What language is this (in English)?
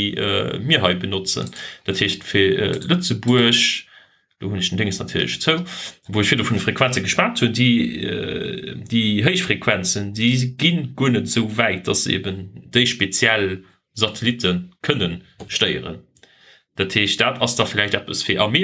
Luxembourgish